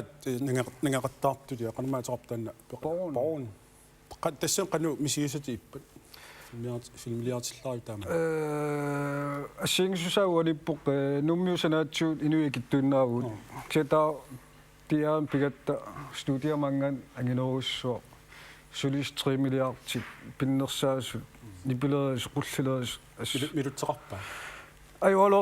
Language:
Kalaallisut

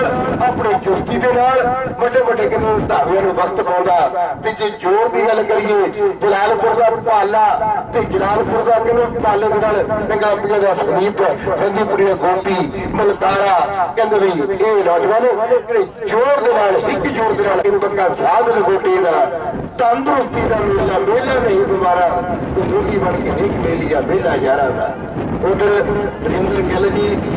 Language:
Punjabi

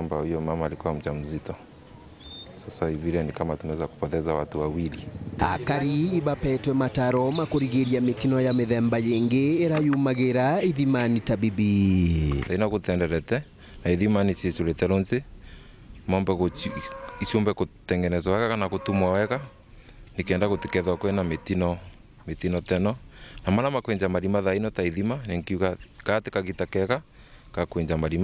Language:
Meru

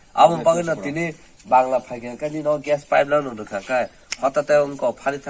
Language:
Kok Borok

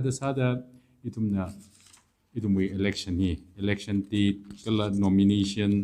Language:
Tangkhul Naga (India)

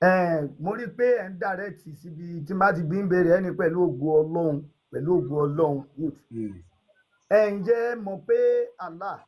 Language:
Yoruba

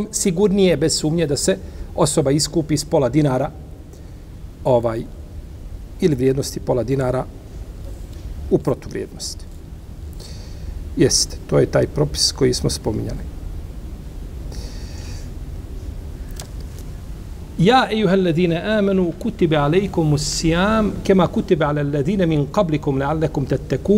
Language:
Bosnian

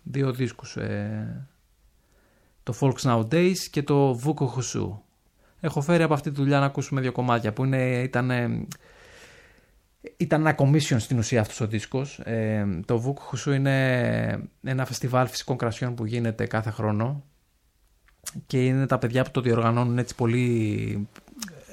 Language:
Greek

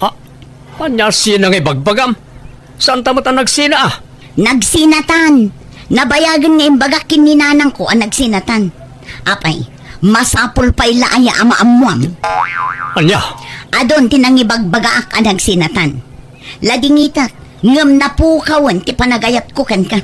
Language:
Iloko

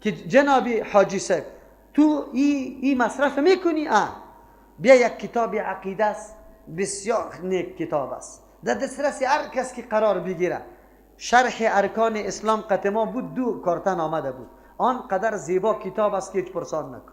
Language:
Persian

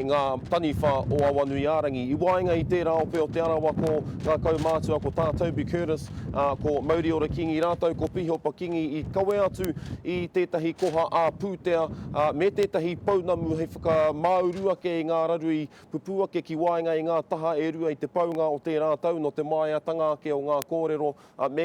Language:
Māori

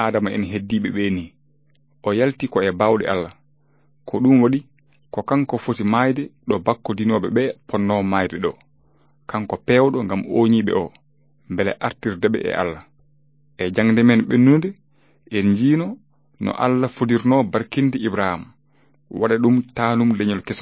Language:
Fula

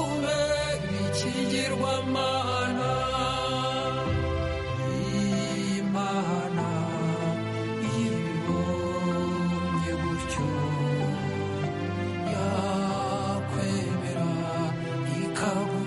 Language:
Kinyarwanda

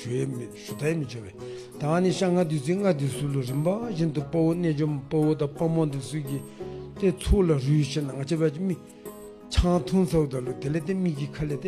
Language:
Dzongkha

